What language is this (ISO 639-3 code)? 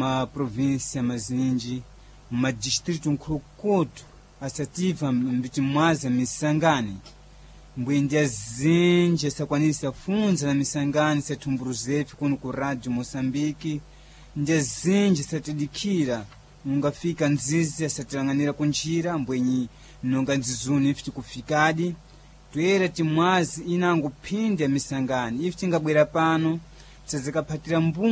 seh